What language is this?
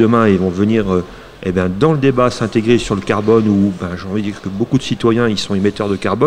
French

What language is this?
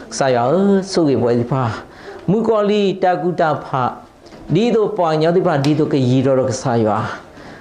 S'gaw Karen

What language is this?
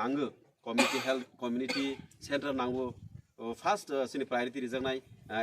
Kok Borok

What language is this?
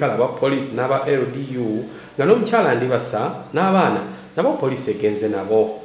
Ganda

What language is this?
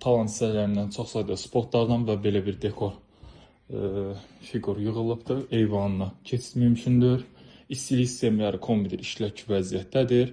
Azerbaijani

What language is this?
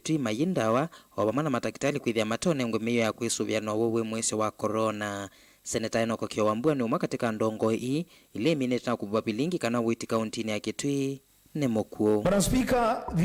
Kamba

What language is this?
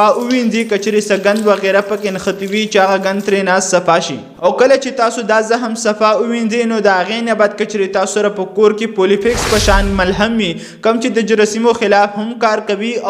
Pashto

